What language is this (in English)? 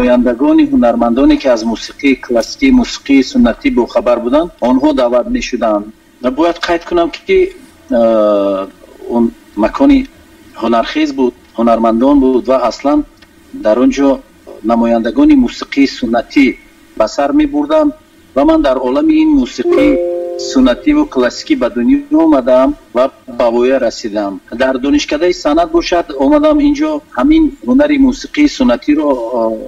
Tajik